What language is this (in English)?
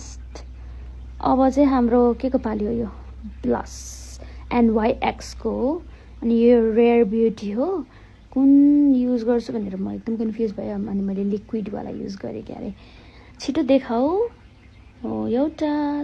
Nepali